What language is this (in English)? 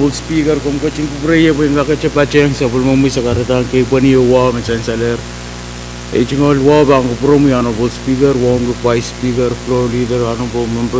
Pohnpeian